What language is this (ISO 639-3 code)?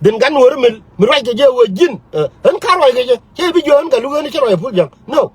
nus